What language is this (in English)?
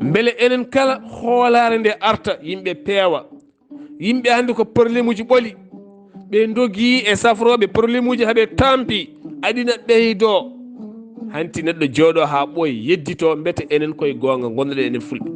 Fula